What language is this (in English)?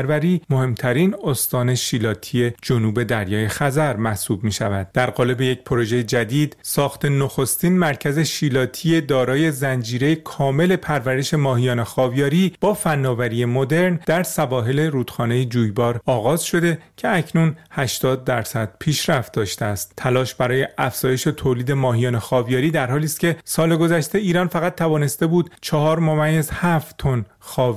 Persian